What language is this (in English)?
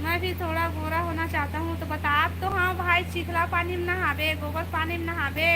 Chhattisgarhi